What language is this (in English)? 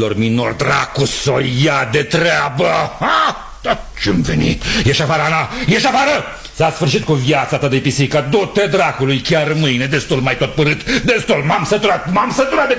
Romanian